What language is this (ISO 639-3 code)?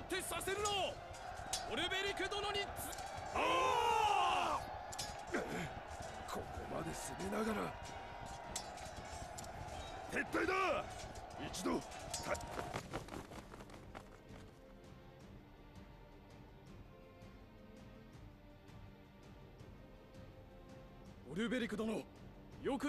jpn